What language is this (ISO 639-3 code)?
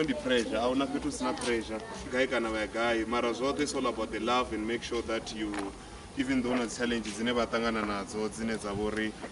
ven